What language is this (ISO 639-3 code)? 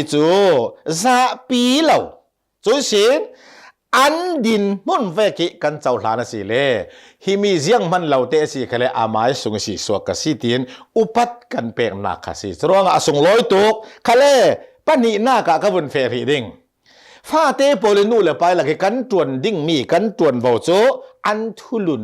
cnh